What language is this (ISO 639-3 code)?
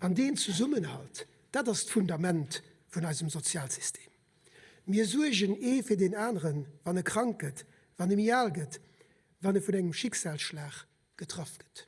ltz